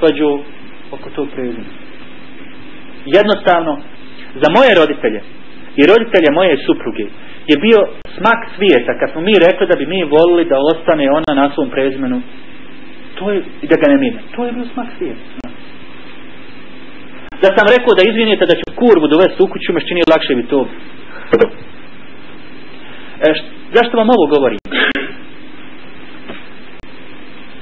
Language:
Bosnian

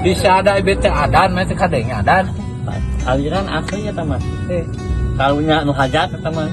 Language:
Sundanese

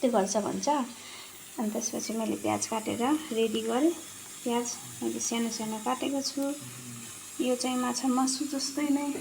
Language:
Nepali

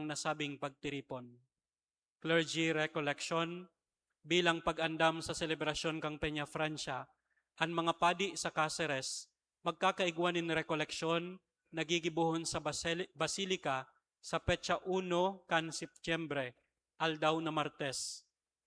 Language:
Bikol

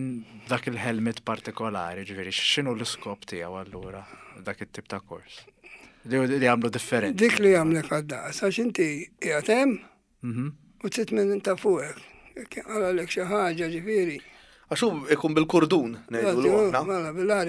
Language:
Maltese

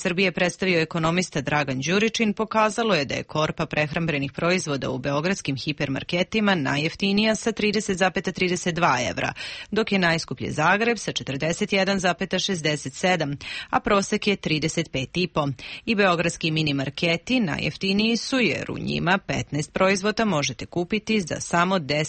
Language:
Serbian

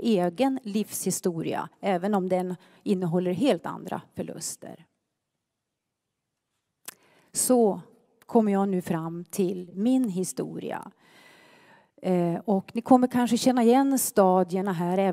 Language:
Swedish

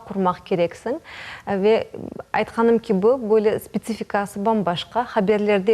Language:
Crimean Tatar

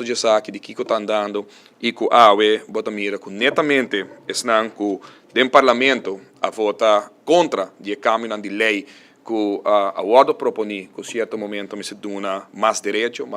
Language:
Papiamento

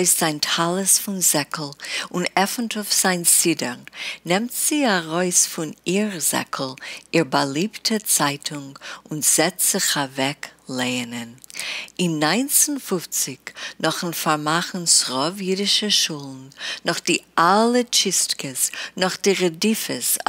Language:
Yiddish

